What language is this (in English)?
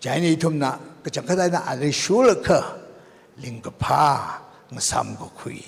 Tangkhul Naga (India)